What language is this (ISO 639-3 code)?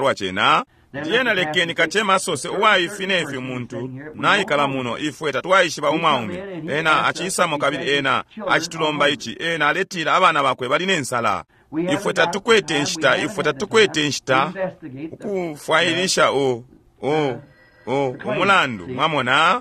bem